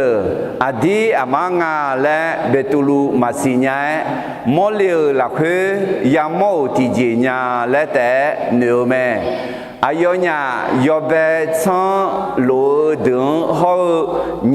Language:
Akha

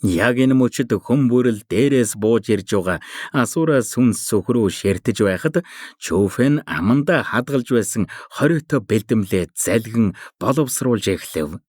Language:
Mongolian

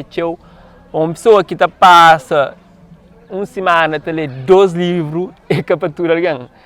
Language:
Kabuverdianu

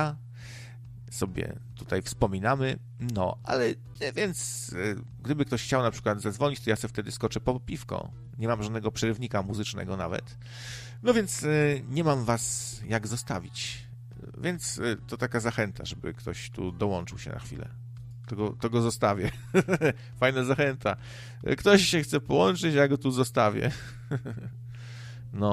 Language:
Polish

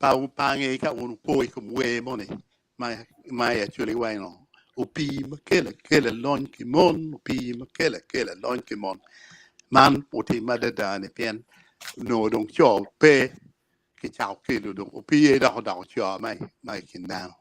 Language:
Acoli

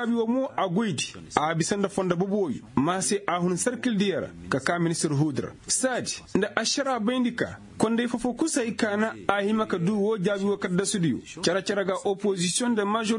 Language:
Koyraboro Senni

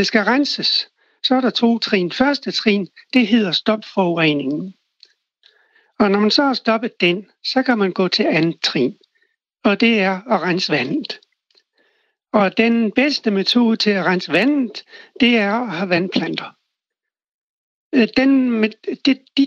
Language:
Danish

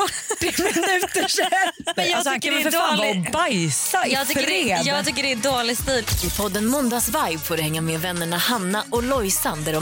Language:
Swedish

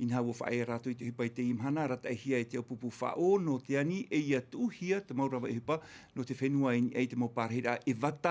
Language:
Tahitian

